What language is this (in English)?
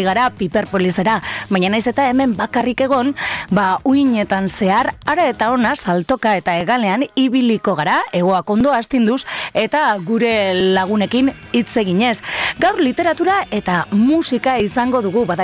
Basque